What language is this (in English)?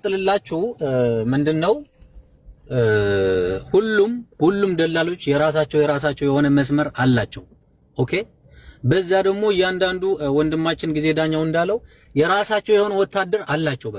Amharic